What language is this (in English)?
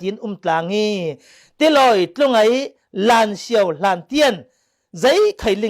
Falam Chin